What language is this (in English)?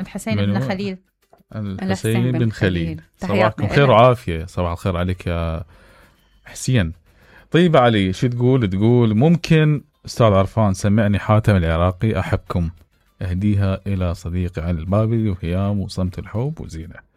Mesopotamian Arabic